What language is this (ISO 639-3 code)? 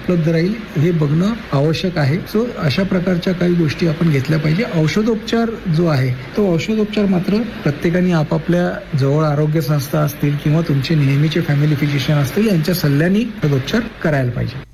mar